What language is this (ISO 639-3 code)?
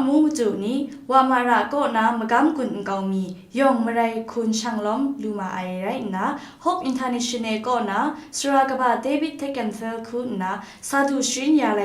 kac